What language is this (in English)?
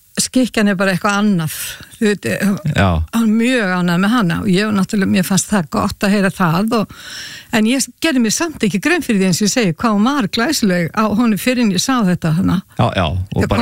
Icelandic